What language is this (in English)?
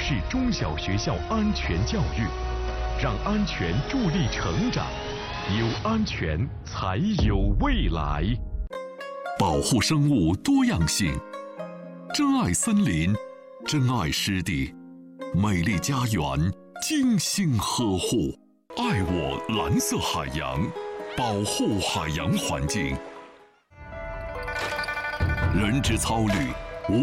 Chinese